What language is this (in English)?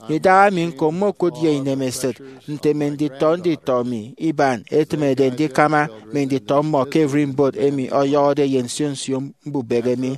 Efik